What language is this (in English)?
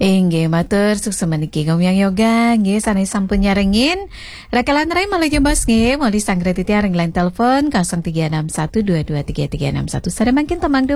Balinese